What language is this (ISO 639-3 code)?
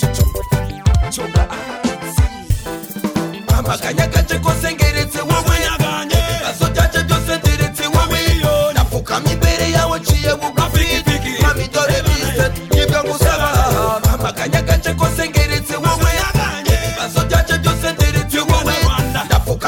kin